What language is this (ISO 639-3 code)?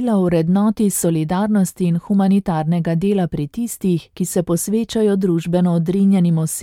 slv